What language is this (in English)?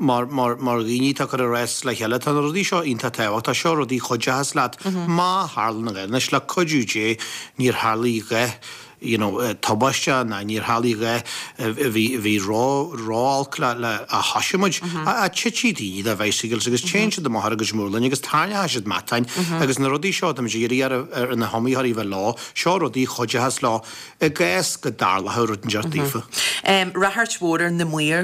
Irish